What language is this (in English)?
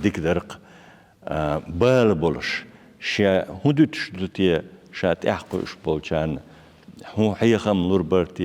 Chechen